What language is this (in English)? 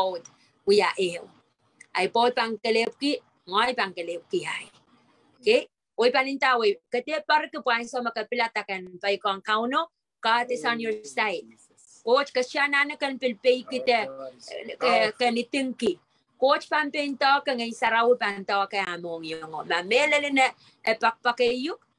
Pohnpeian